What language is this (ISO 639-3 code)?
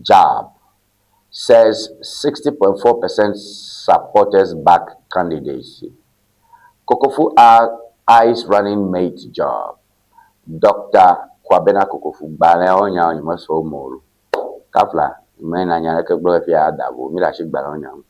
ewe